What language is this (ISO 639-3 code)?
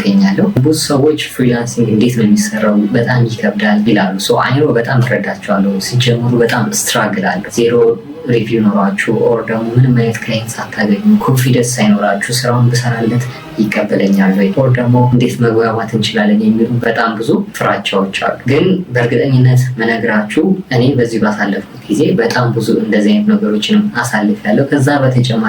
amh